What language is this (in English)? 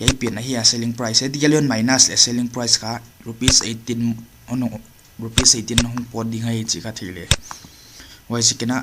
Paite Chin